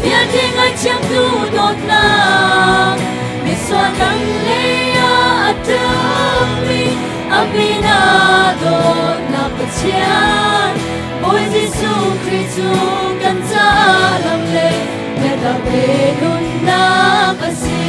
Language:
Hakha Chin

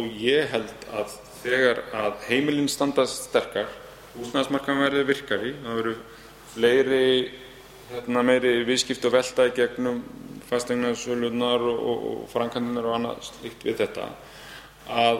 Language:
Icelandic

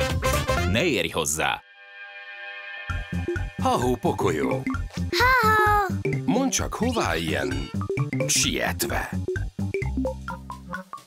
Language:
Hungarian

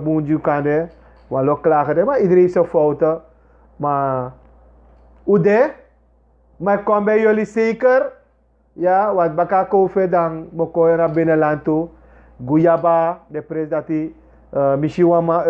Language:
Sranan Tongo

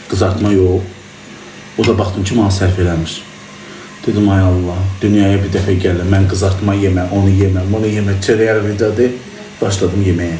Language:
Azerbaijani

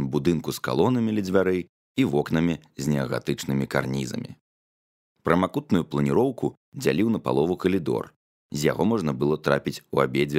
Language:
Belarusian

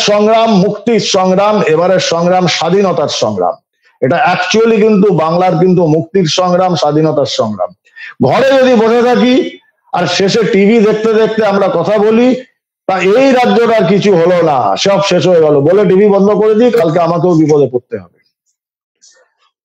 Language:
Bangla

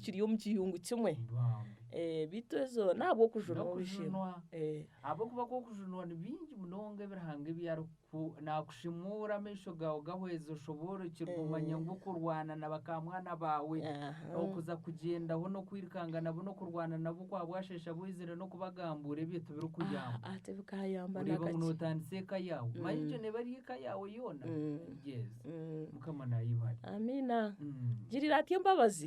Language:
Nyankole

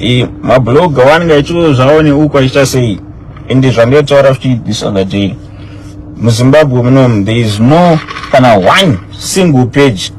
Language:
Shona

